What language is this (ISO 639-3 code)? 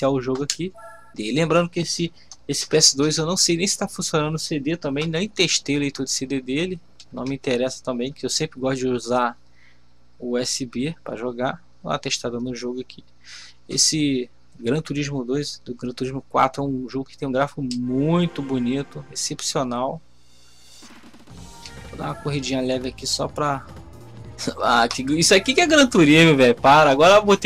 por